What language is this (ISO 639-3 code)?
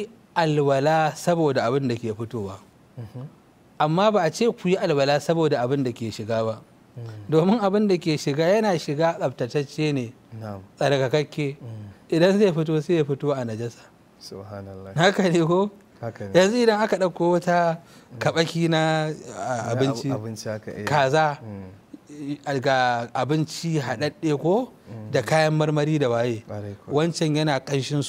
hau